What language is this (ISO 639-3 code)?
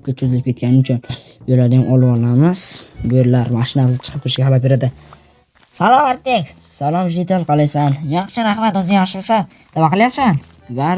uzb